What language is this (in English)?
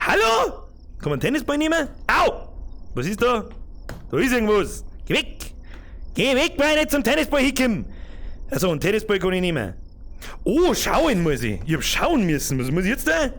Bavarian